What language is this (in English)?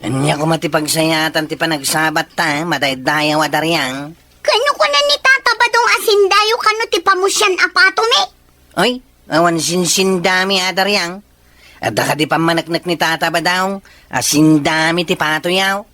Iloko